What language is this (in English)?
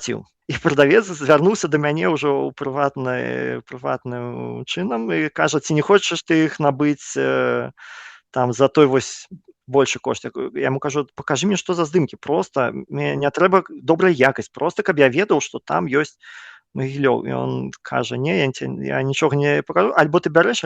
Belarusian